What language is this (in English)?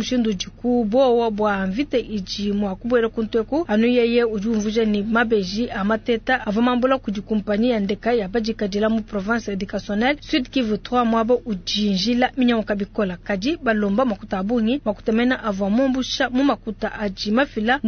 Luba-Lulua